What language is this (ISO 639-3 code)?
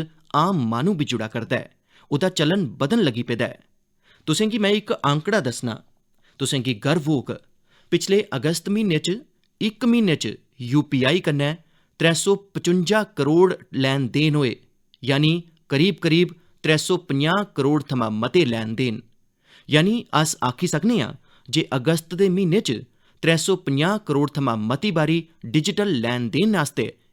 doi